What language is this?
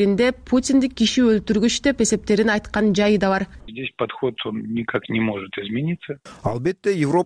Kyrgyz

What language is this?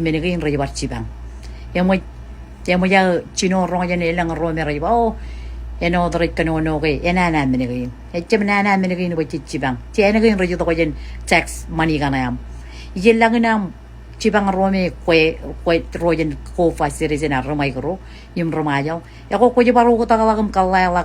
Marshallese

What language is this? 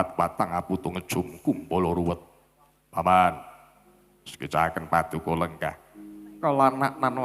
Javanese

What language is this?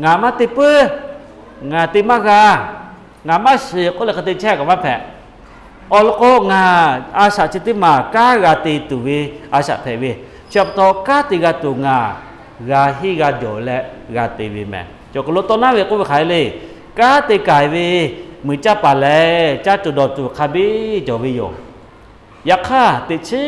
Lahu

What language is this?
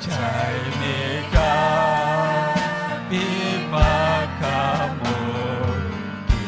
Ayacucho Quechua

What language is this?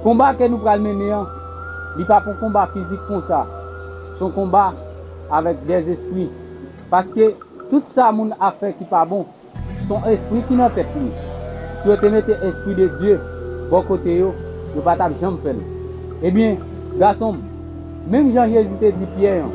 Haitian Creole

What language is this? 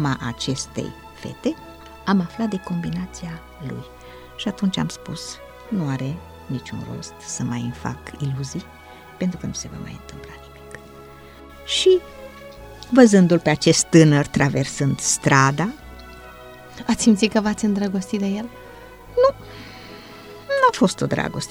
Romanian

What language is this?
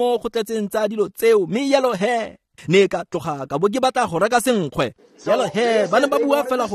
Tswana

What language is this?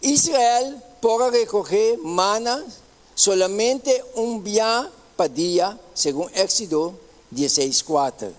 Papiamento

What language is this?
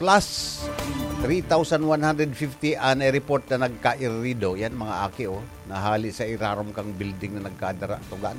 Bikol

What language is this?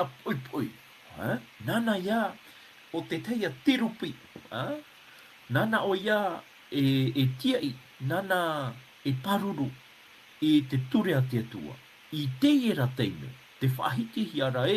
Tahitian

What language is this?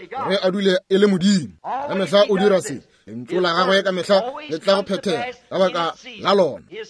Northern Sotho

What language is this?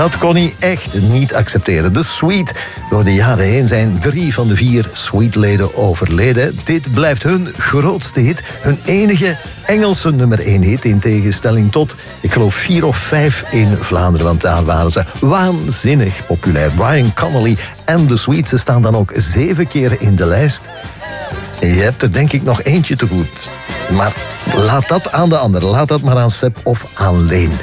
Dutch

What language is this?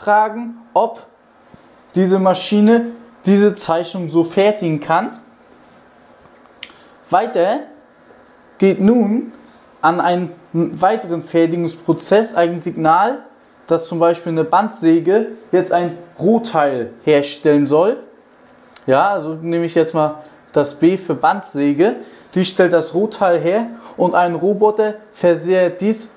German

